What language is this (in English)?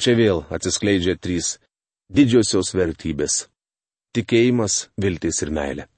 Lithuanian